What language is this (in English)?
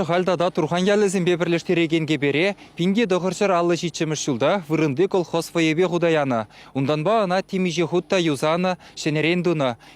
Chuvash